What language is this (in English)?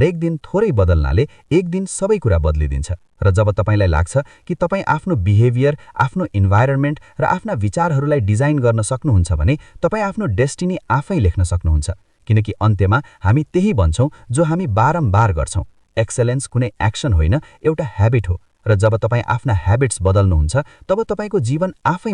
Nepali